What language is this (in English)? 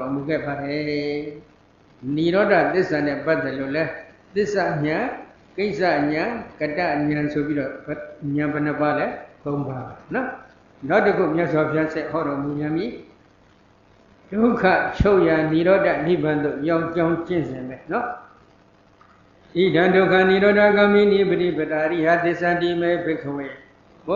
Burmese